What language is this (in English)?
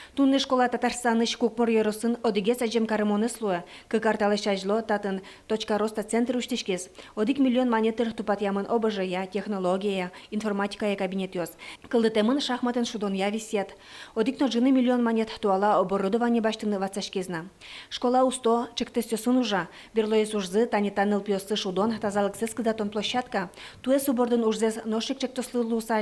Udmurt